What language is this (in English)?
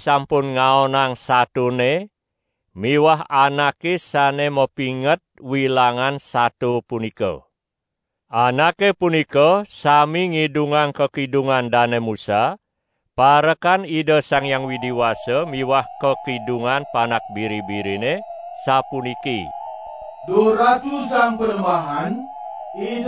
Balinese